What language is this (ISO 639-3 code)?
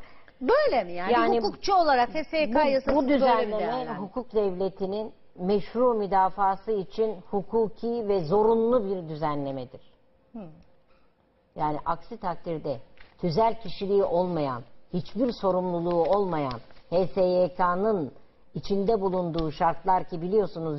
tur